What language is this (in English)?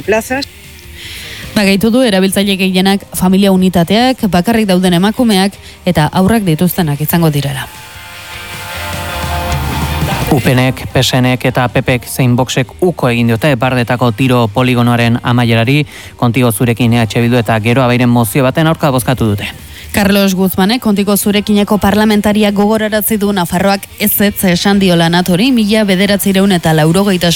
Basque